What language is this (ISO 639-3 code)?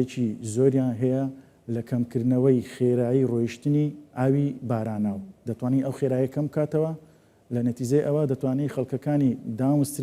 ckb